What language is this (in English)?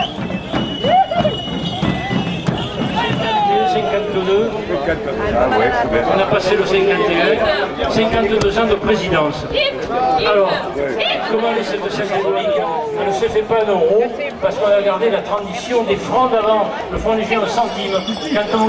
French